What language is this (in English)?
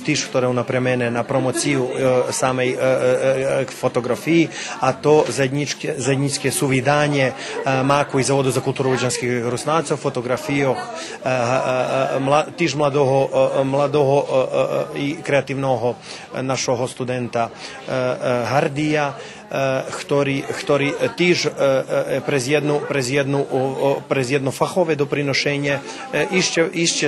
Rusyn